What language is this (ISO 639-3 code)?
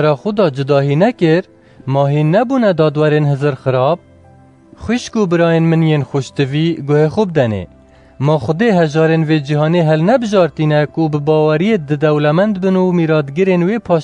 kur